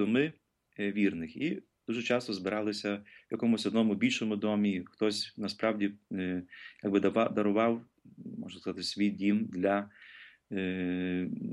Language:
Ukrainian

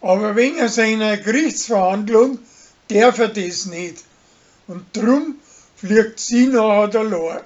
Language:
Bavarian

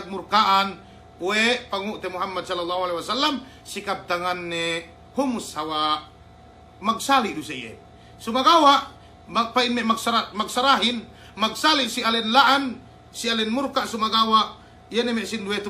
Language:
Yakan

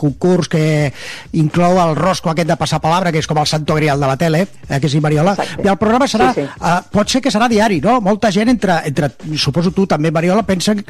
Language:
Catalan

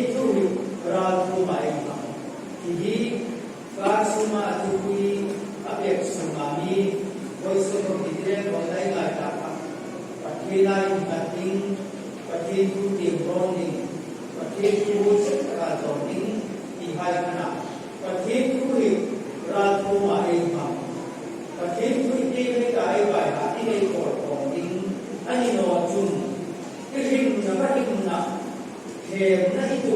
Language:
Hmar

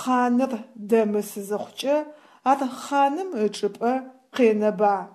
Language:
Adyghe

